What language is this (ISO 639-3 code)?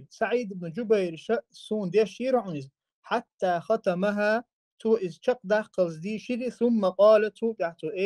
che